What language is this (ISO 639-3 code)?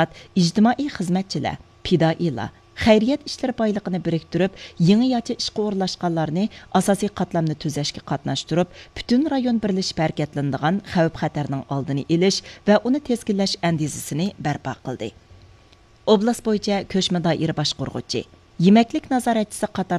uig